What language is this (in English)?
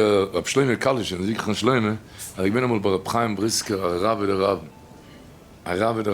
Yiddish